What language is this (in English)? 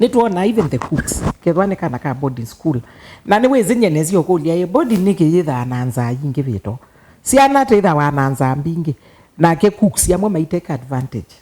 Kamba